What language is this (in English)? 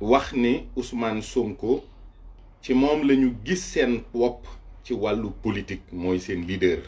Wolof